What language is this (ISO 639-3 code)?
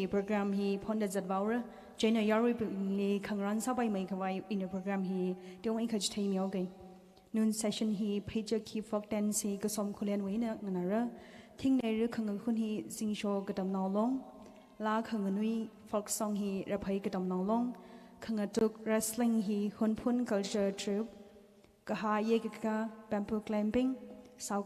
nmf